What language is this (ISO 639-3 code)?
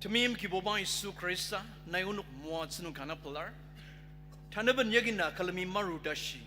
njo